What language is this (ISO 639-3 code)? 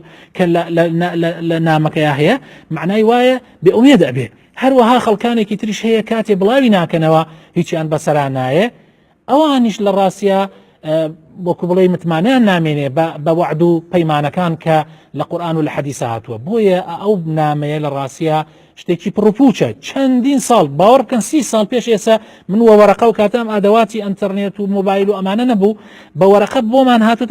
ckb